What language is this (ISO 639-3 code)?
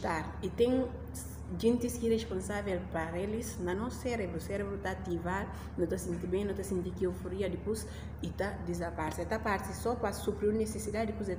por